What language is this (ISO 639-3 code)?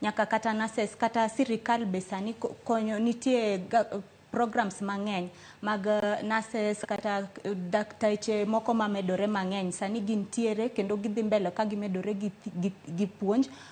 luo